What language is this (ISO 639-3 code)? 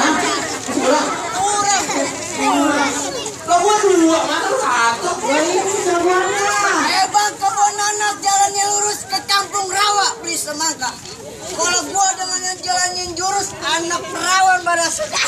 bew